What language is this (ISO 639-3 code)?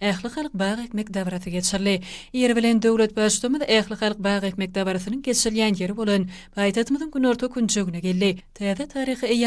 tuk